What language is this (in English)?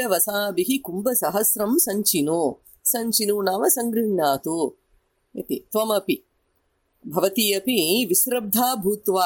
Sanskrit